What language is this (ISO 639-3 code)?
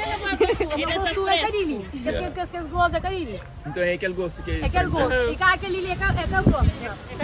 kea